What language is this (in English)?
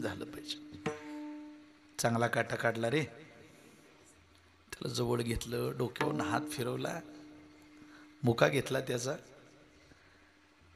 Marathi